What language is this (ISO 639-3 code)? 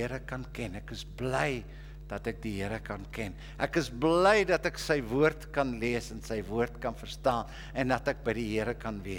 afr